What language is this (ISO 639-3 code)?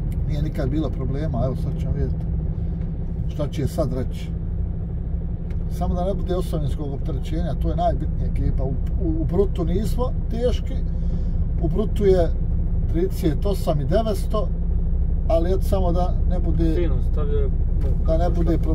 bos